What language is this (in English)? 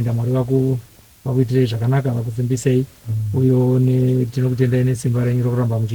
Shona